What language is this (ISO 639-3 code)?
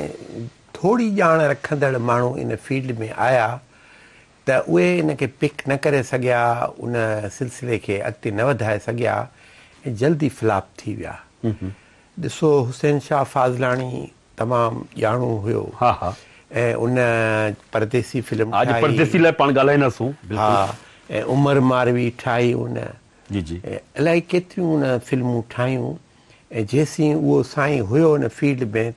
snd